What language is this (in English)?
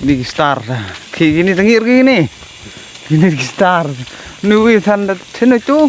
Khasi